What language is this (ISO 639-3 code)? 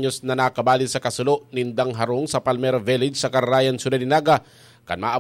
bik